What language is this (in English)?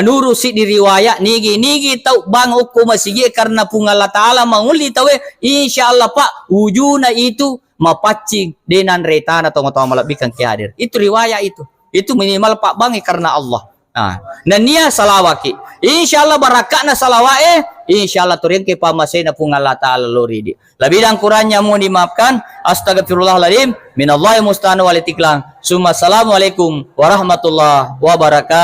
Buginese